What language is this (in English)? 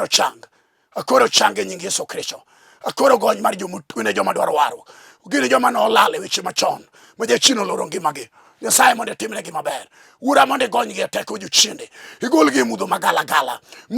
Luo (Kenya and Tanzania)